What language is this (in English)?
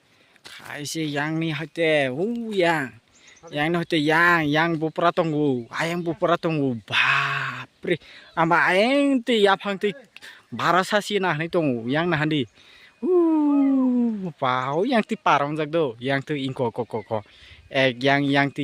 Kok Borok